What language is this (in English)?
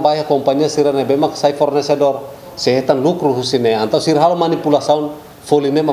Tetum